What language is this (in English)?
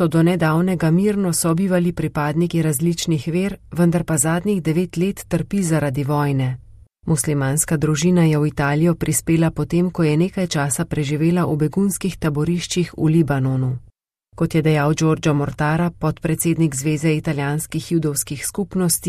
Slovenian